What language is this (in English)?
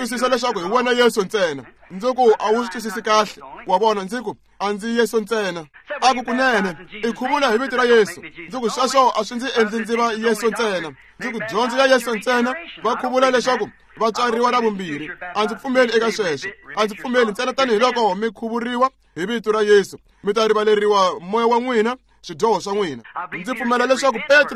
Tsonga